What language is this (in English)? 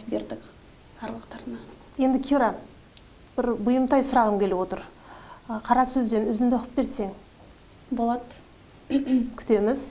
Kazakh